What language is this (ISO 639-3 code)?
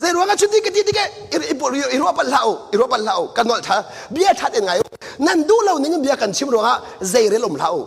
cnh